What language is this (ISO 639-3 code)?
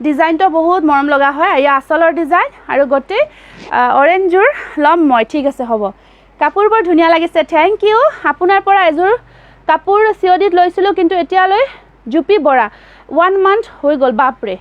asm